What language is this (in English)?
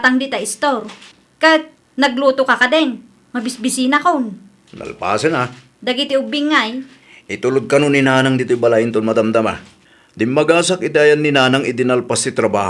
Iloko